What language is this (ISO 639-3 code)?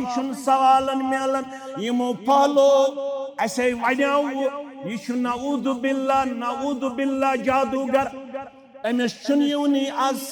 kas